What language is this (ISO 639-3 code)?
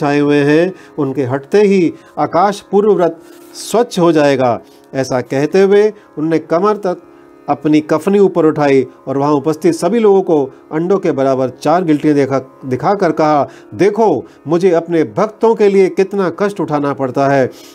hin